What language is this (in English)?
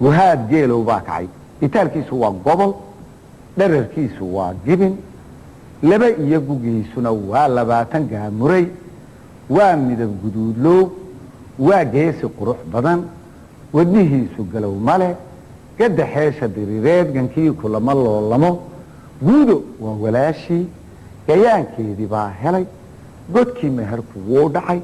Somali